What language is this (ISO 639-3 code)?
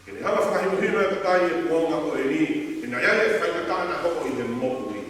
ton